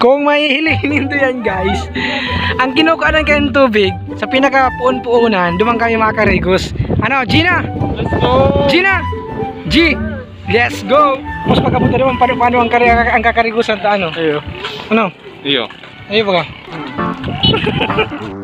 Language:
Bikol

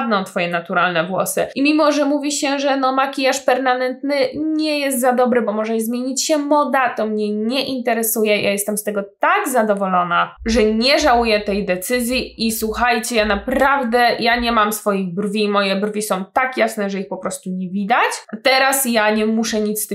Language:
Polish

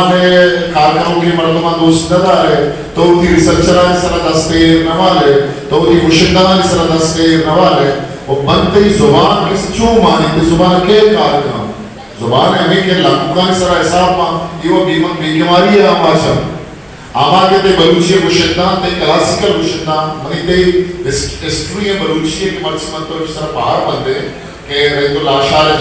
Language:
Eastern Balochi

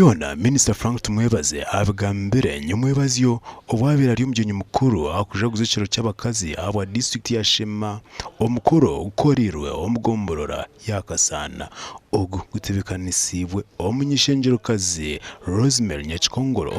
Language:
Nyankole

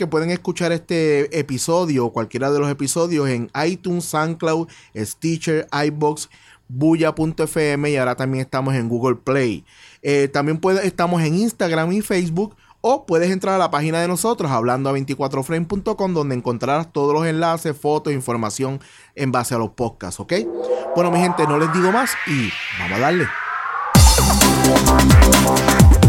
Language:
Spanish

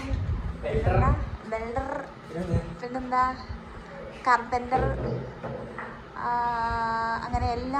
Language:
Malayalam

